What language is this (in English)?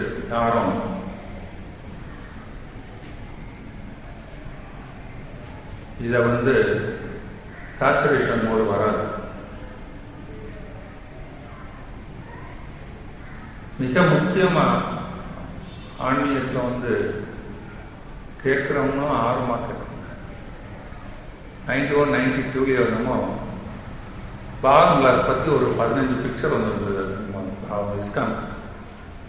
Tamil